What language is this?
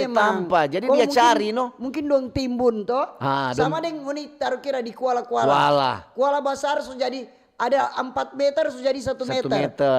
Manado Malay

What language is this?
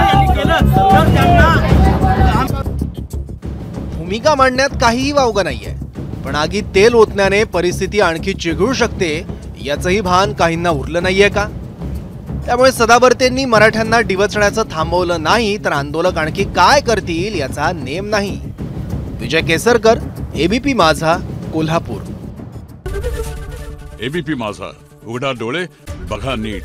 Marathi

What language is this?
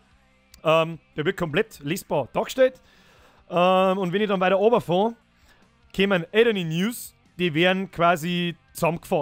Bavarian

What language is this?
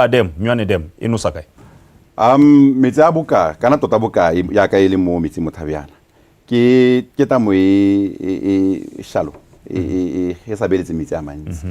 Tswana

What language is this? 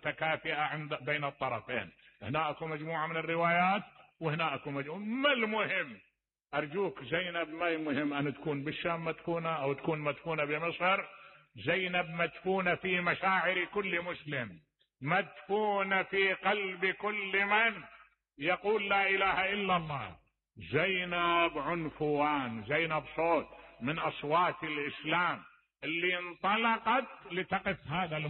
Mesopotamian Arabic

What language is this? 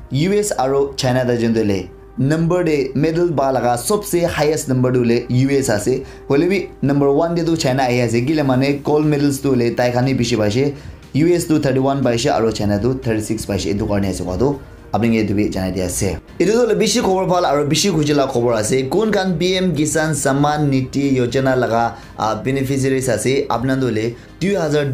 Naga Pidgin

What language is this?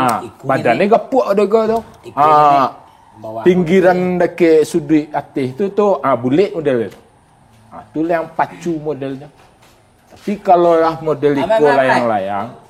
Minangkabau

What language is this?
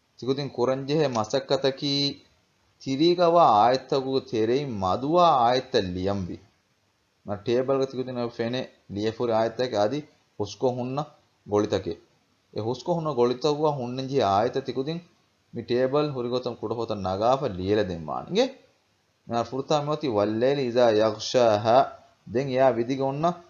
Divehi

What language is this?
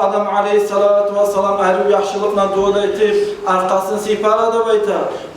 Kumyk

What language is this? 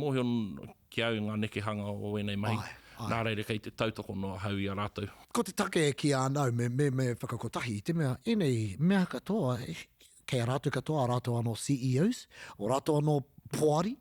Māori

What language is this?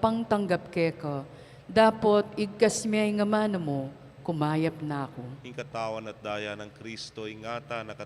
Pampanga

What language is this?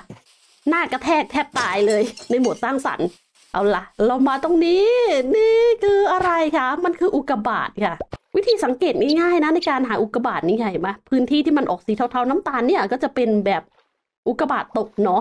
Thai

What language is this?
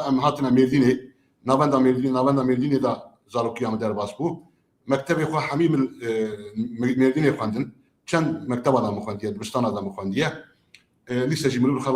Kurdish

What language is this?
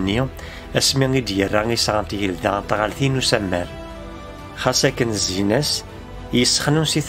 Kabyle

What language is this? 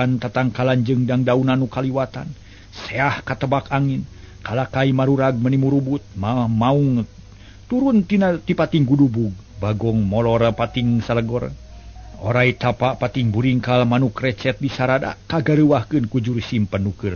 Sundanese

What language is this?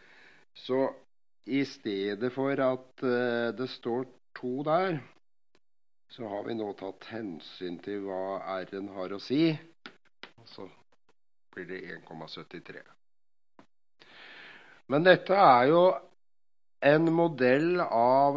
Norwegian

